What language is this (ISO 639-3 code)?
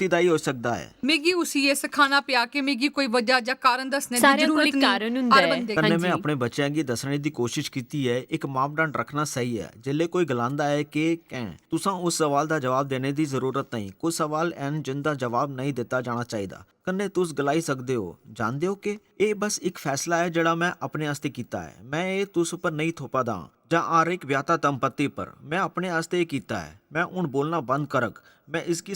doi